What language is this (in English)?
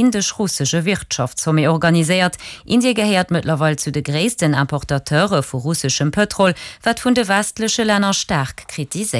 Luxembourgish